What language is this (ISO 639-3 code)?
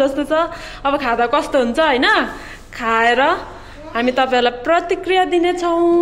nep